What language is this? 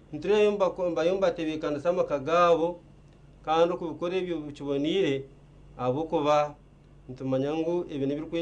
Nyankole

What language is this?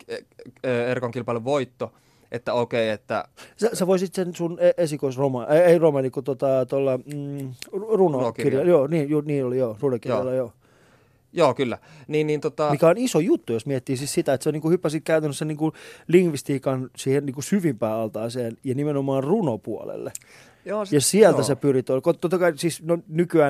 Finnish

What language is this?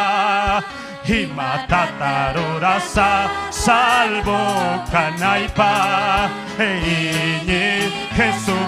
Ayacucho Quechua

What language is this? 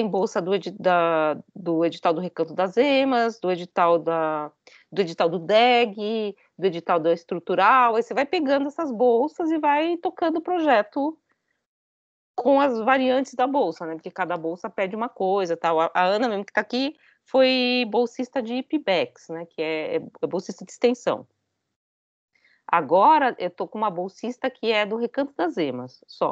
Portuguese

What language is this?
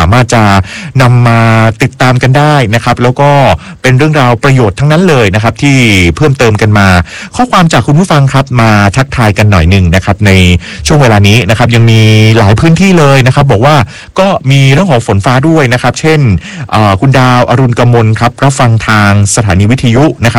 Thai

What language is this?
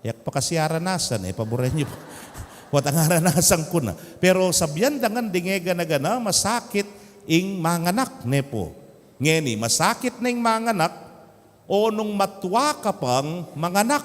Pampanga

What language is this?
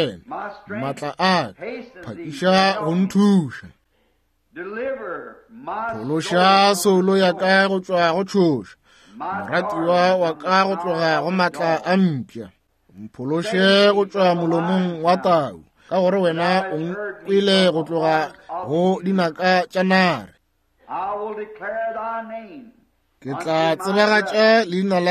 Northern Sotho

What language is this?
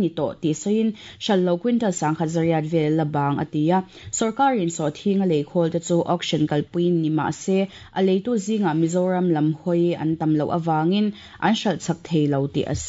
Mizo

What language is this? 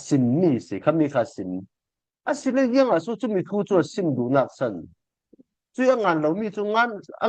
Falam Chin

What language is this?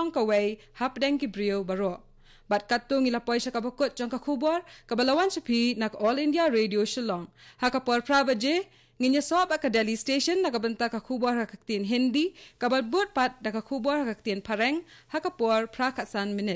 Khasi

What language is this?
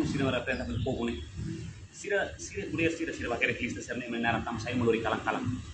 Tetum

